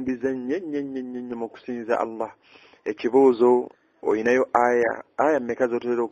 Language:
Ganda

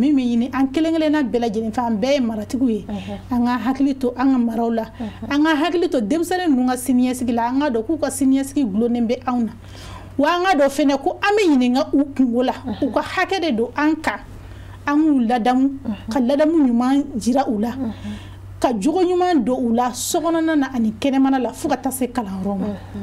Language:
Bambara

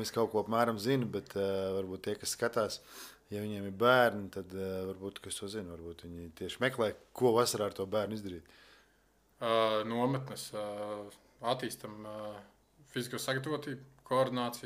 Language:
Latvian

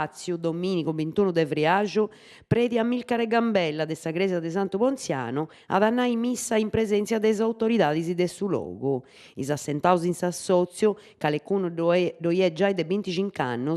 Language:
Sardinian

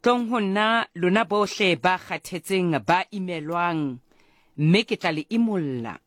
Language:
Southern Sotho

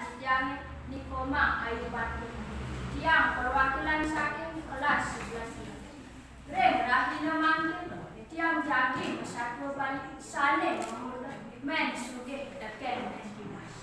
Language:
Balinese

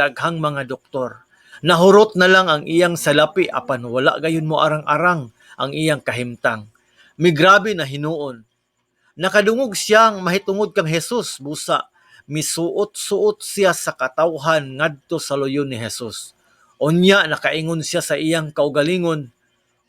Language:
Cebuano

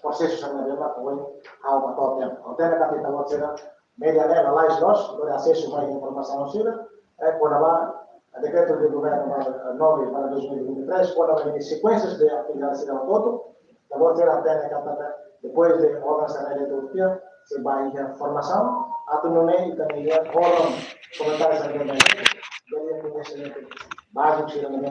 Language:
Tetum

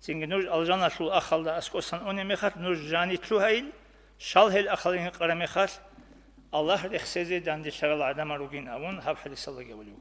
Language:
Avaric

